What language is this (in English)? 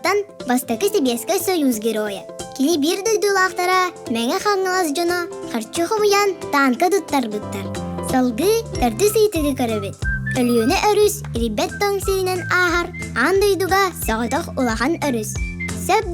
Yakut